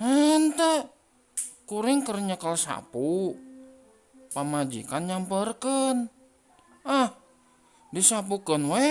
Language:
Sundanese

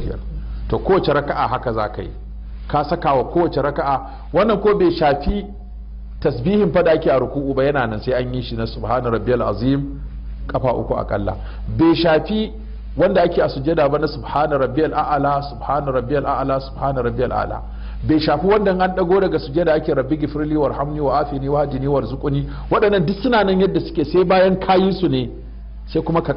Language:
Hausa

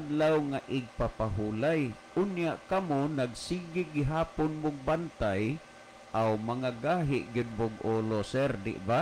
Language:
Cebuano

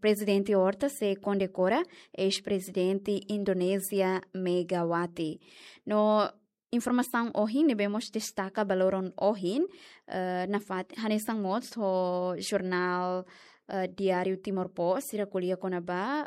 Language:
Tetum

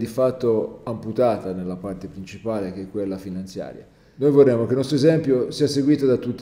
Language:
Italian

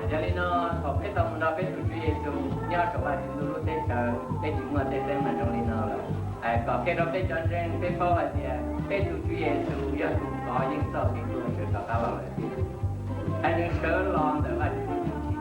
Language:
Hmong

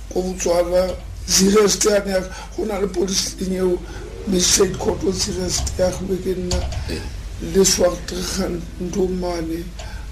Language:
Tswana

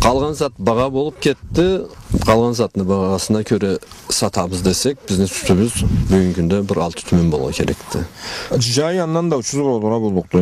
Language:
Karachay-Balkar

